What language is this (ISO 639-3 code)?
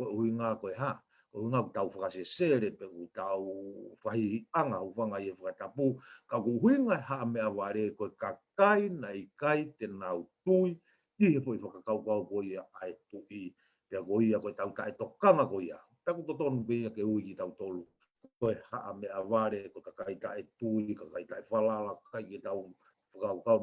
ton